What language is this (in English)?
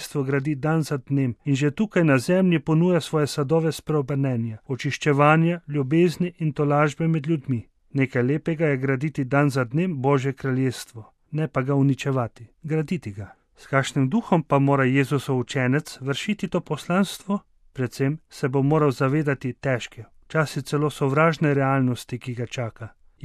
Slovenian